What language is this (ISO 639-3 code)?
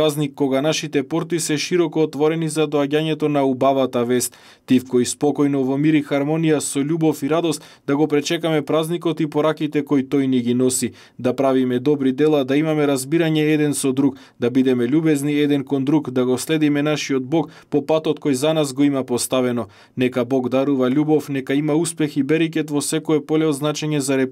mkd